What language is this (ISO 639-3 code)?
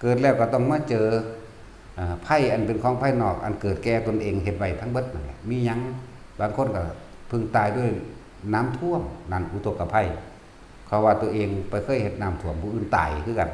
tts